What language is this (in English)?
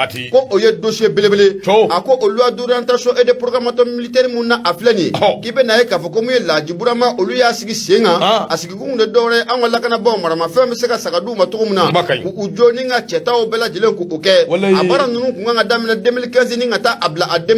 Bambara